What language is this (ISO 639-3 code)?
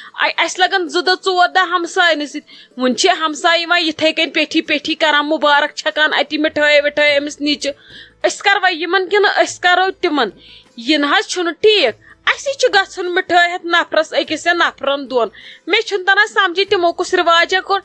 kas